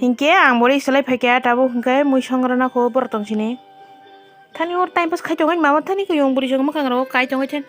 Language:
Kok Borok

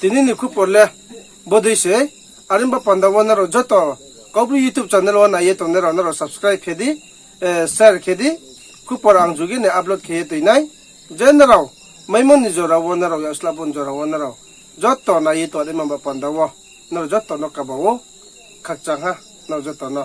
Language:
Riang (India)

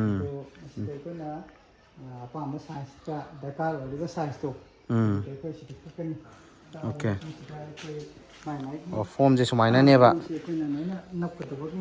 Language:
Manipuri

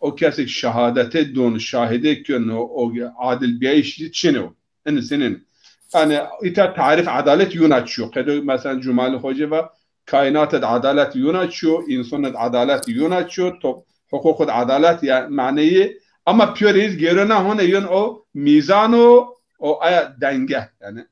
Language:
Zaza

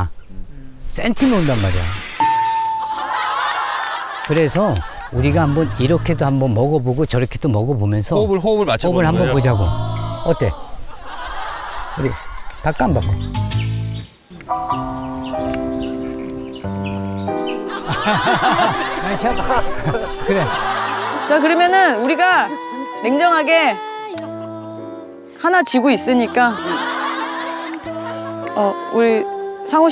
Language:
Korean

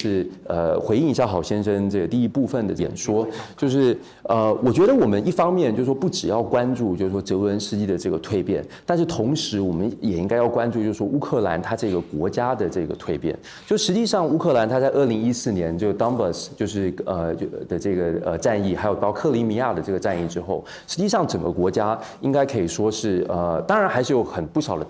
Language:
Chinese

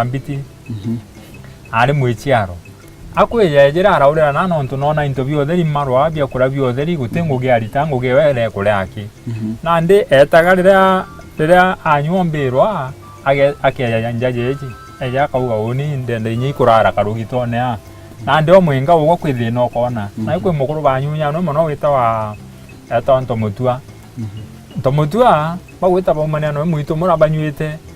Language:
Meru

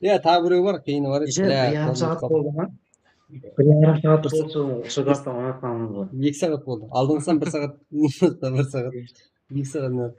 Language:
Kara-Kalpak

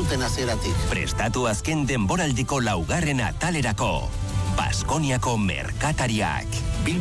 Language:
Basque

